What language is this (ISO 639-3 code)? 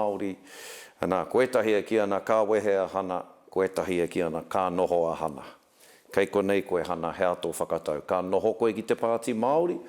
mri